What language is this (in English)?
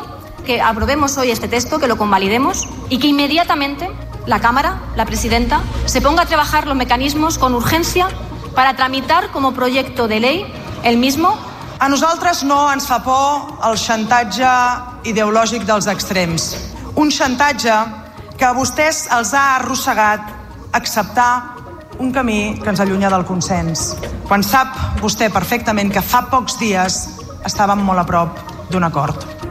Catalan